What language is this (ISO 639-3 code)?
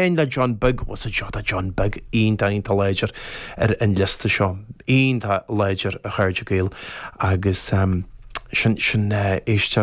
gle